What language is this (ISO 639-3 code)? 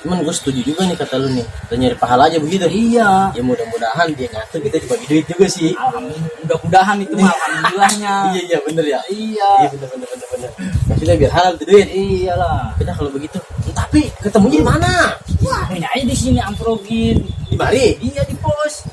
bew